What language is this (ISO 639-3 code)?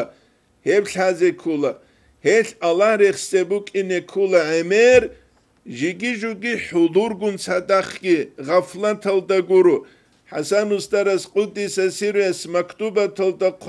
ava